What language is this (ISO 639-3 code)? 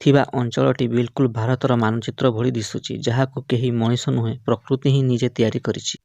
ori